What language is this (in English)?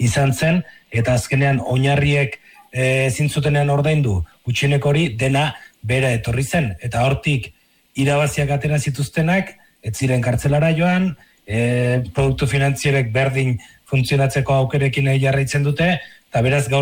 Basque